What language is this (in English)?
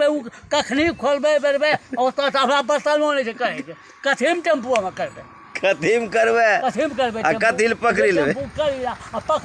Angika